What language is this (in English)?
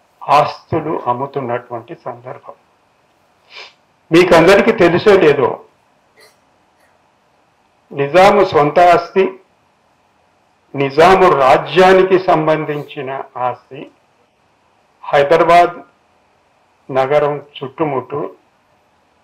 Telugu